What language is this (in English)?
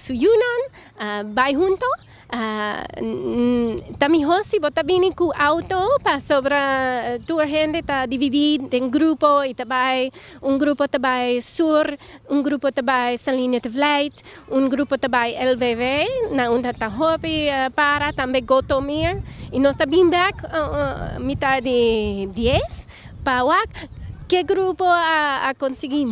Papiamento